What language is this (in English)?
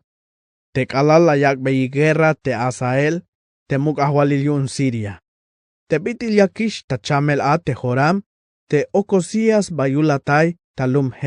Tzeltal